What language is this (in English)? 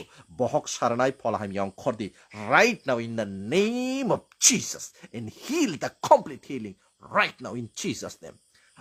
Kok Borok